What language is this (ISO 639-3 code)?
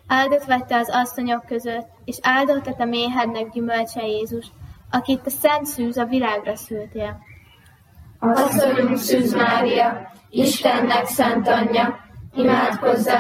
hun